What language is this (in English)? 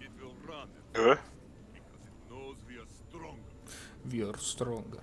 Swiss German